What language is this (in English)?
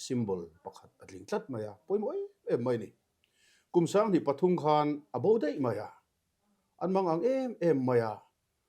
Mizo